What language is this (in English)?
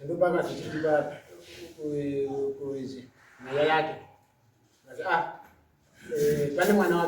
Shona